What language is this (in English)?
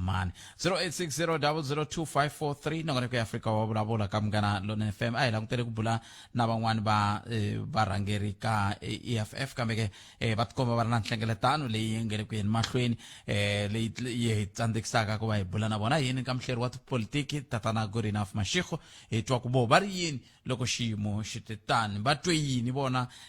Tsonga